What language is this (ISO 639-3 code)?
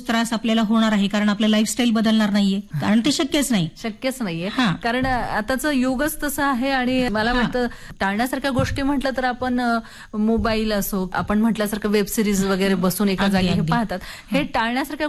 mar